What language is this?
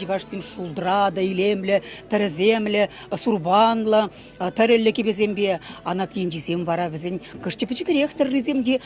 Chuvash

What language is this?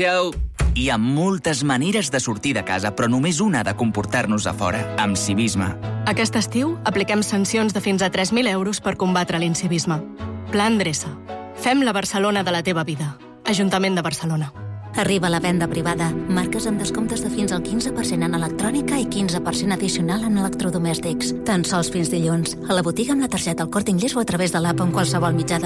Catalan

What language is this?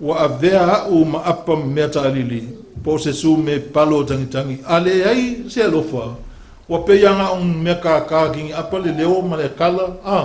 Samoan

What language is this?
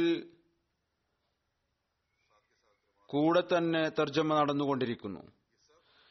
Malayalam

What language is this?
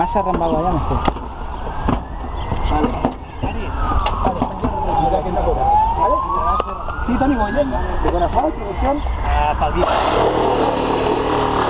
Catalan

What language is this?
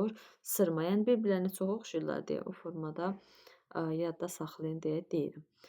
Azerbaijani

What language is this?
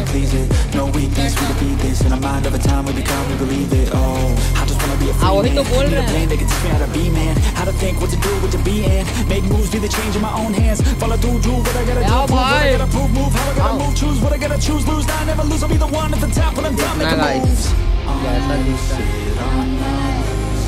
Hindi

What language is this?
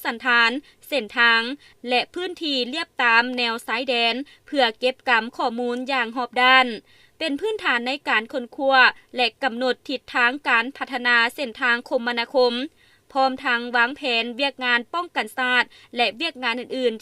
Lao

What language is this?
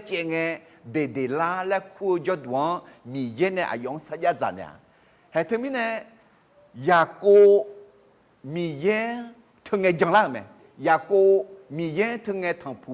Akha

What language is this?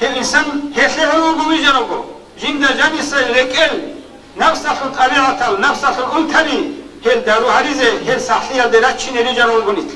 Avaric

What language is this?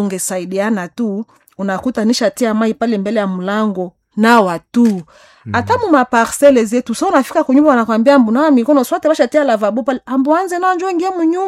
Swahili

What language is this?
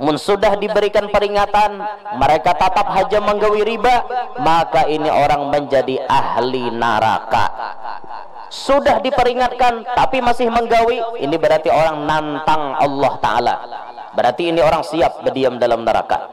Banjar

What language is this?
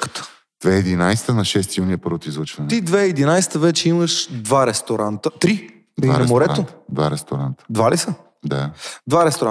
Bulgarian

